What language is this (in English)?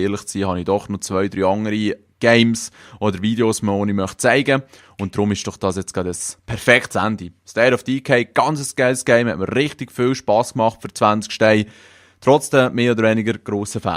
Swiss German